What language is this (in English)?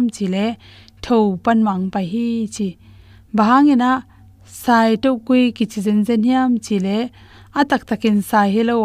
Tedim Chin